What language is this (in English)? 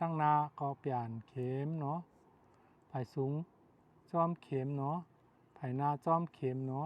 Shan